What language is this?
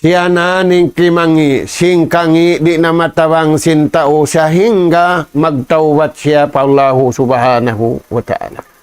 Tausug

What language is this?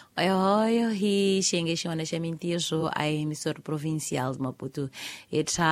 Tsonga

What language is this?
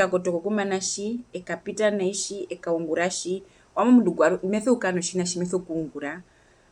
Herero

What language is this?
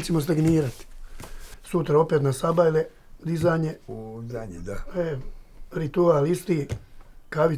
Bosnian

